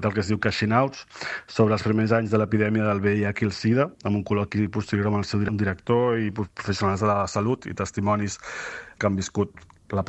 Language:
Catalan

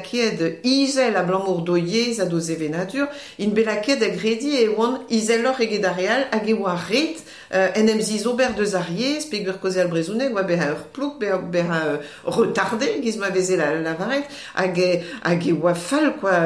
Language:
Breton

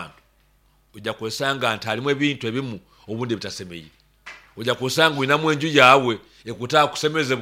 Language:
Nyoro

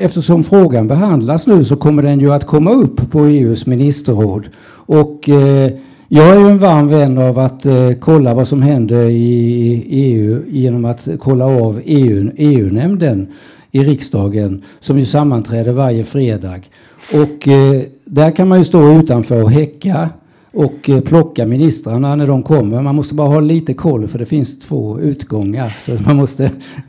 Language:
Swedish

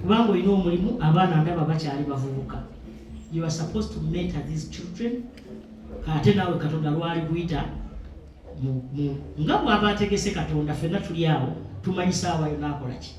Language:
Ganda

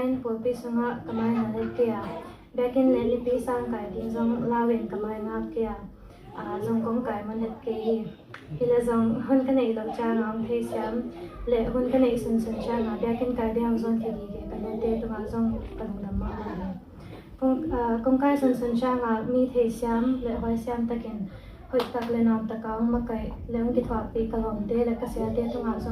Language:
Tedim Chin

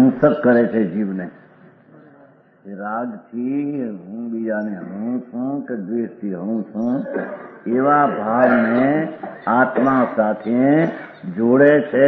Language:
Gujarati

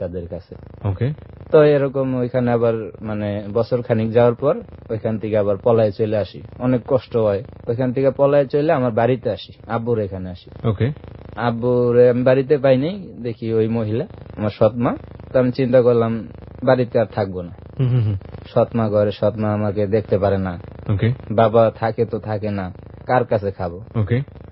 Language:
Bangla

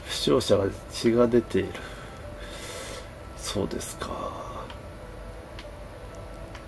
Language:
Japanese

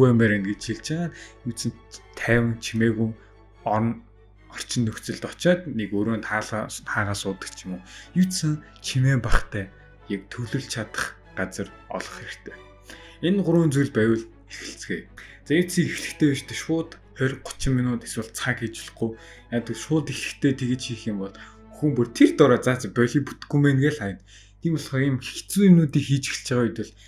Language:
Mongolian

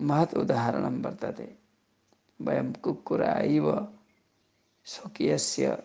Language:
Sanskrit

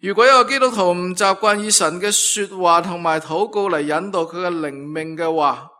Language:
Cantonese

